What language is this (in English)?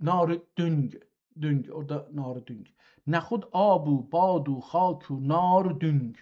South Azerbaijani